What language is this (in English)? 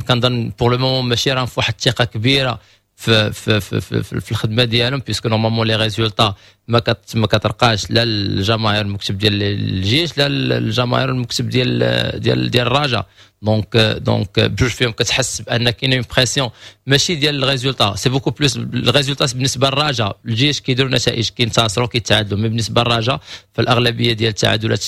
Moroccan Arabic